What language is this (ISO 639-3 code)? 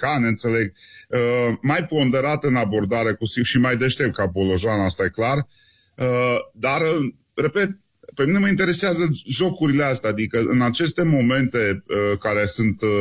ron